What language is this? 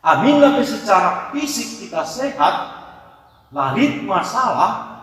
Batak Karo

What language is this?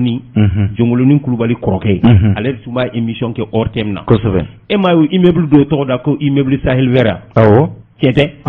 Bambara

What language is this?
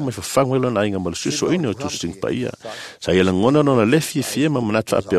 Samoan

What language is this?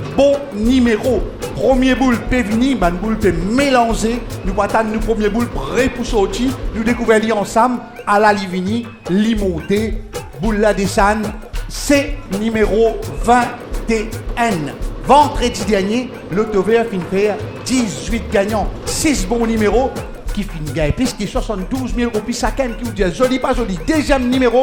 Morisyen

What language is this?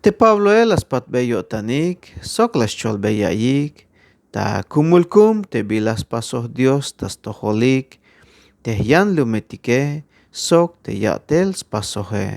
Tzeltal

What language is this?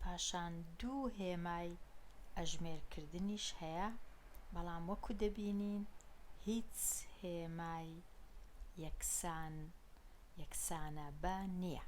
Central Kurdish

